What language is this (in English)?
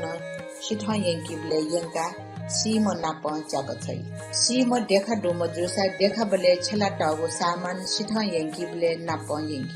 Newari